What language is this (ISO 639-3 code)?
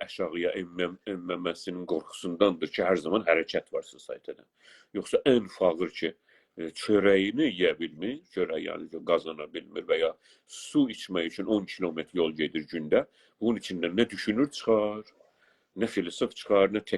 azb